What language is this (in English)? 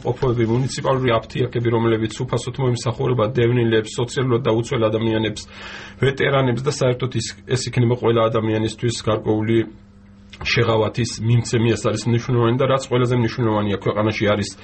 Georgian